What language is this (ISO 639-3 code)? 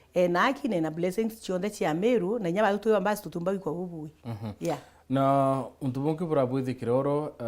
mer